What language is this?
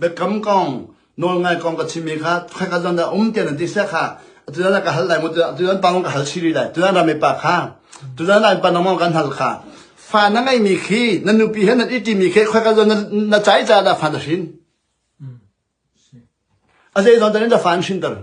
Hakha Chin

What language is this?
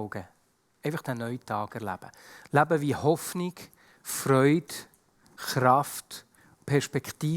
Swiss German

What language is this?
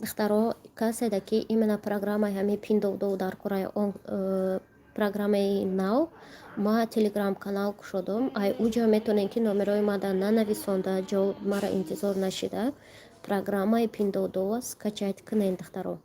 Tajik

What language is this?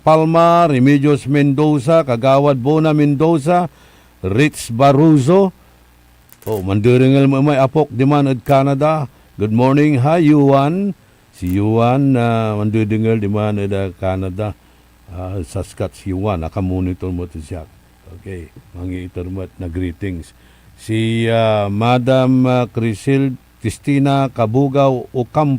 Pangasinan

